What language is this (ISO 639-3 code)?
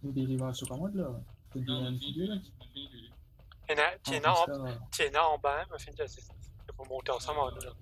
mfe